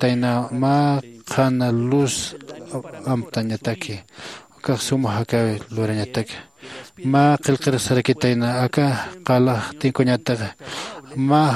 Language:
Aymara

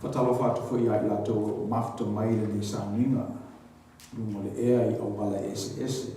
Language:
Samoan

